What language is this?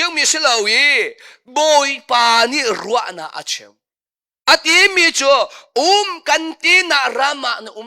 Hakha Chin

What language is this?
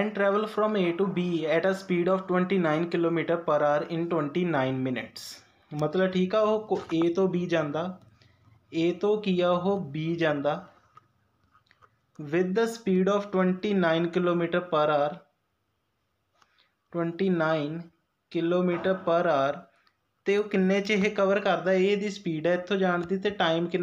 Punjabi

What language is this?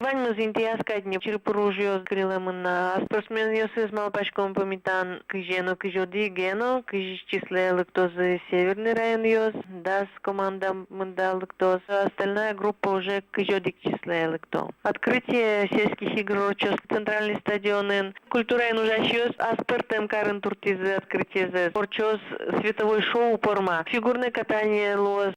Udmurt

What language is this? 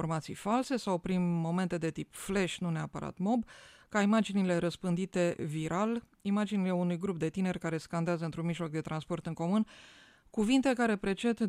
Romanian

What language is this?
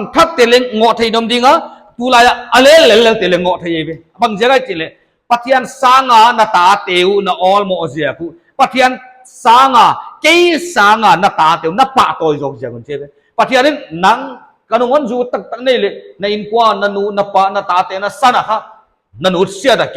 Paite Chin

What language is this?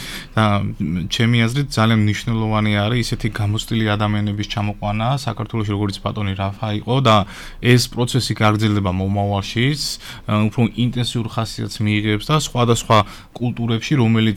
Georgian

